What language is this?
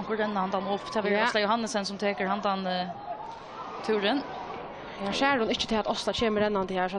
Faroese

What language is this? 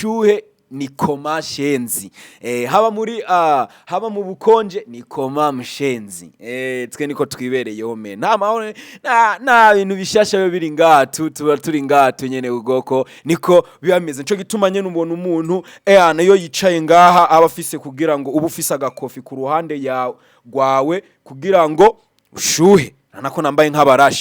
Rundi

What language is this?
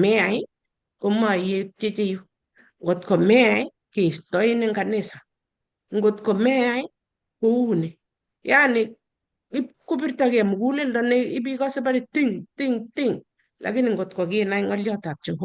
Kalenjin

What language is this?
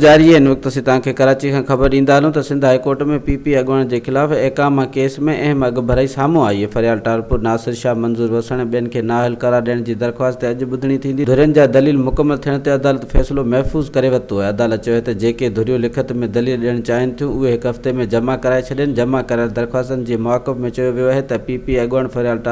Sindhi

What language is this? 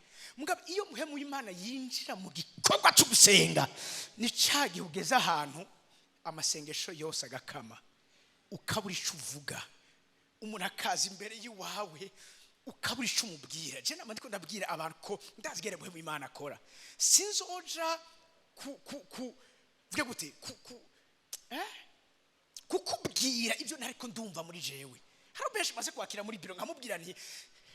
Rundi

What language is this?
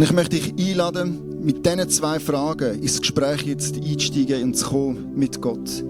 Swiss German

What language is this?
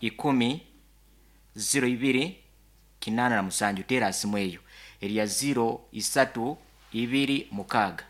Nyankole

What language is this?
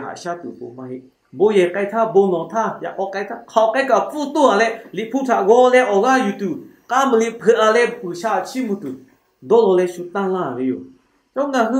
Lahu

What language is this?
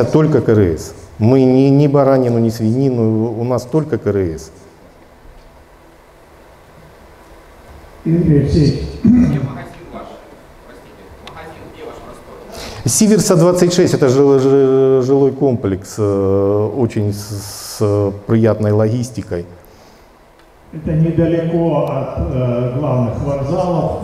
Russian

